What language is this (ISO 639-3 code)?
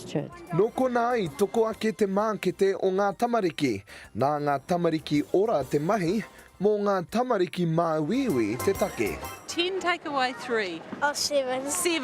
mri